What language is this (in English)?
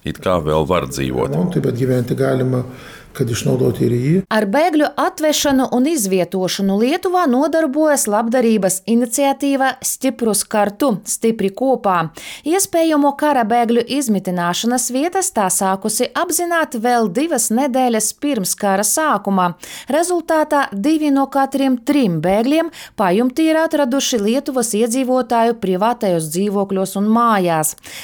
Latvian